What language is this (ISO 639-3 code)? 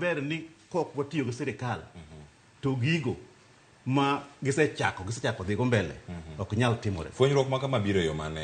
luo